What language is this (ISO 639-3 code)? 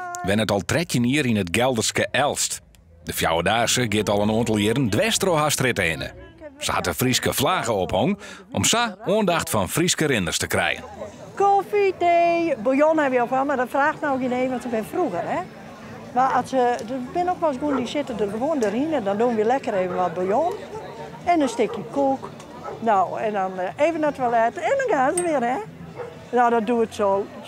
fry